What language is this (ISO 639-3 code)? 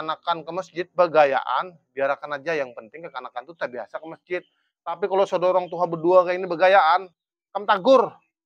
bjn